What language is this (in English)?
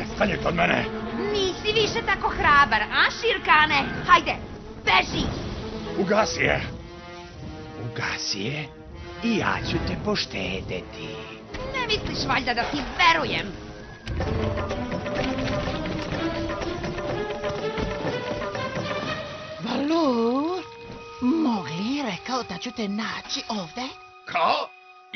Serbian